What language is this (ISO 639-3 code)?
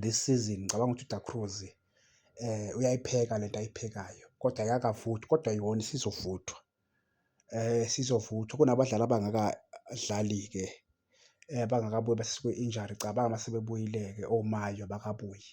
zul